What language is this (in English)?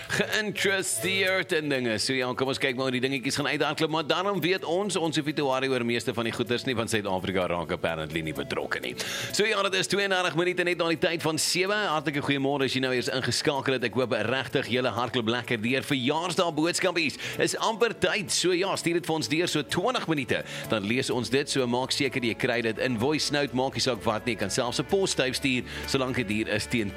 Afrikaans